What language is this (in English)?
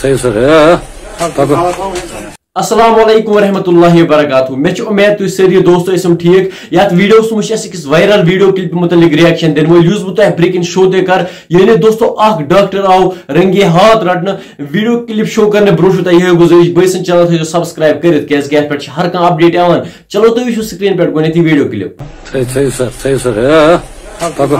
Kashmiri